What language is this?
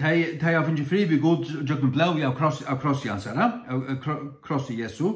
Faroese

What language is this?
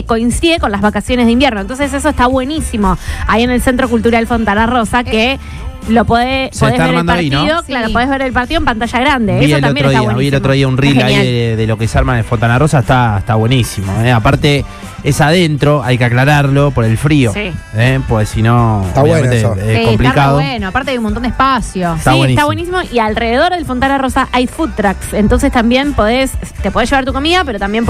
Spanish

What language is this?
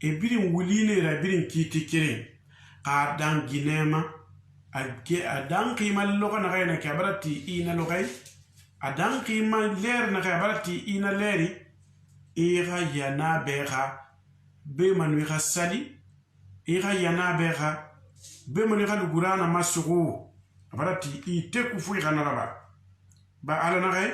Susu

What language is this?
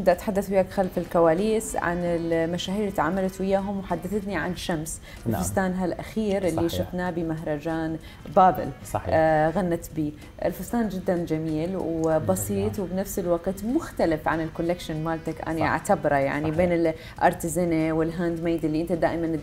Mesopotamian Arabic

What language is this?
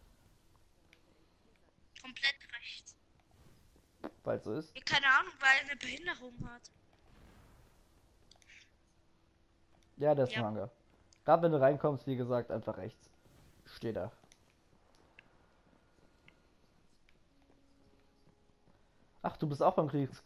German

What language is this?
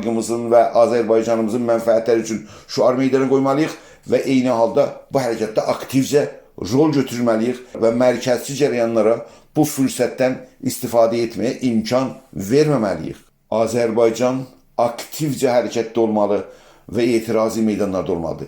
South Azerbaijani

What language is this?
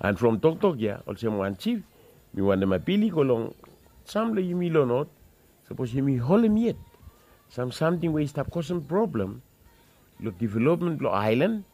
Bislama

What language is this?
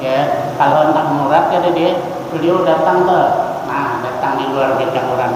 Banjar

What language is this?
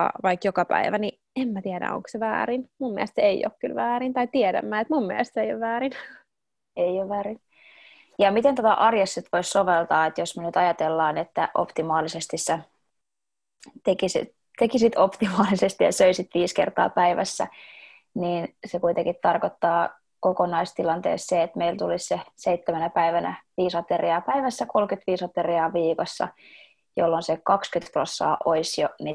Finnish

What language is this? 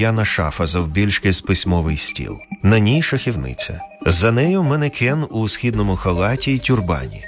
Ukrainian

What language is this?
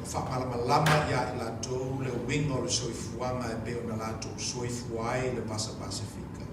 Samoan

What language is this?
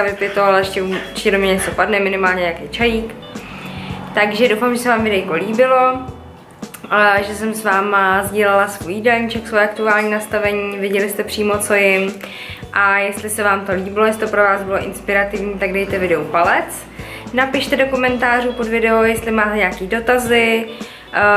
Czech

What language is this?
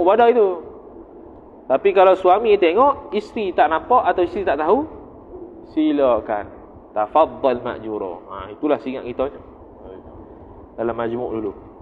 Malay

